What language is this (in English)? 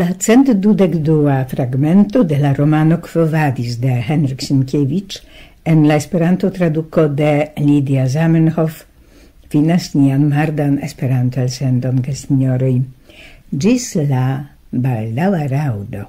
Esperanto